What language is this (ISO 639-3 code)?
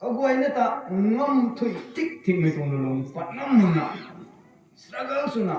nbu